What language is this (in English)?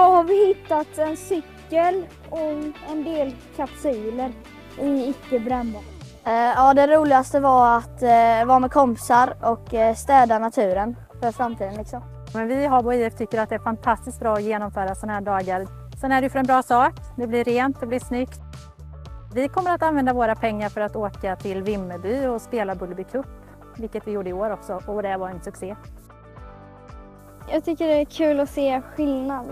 Swedish